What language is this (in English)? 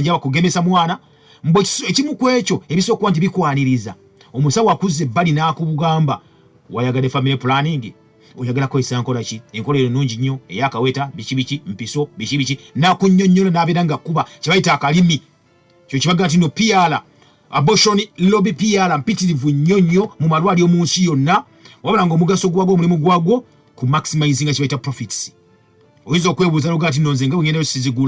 Ganda